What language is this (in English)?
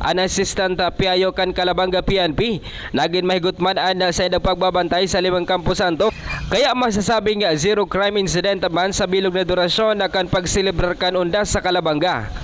Bikol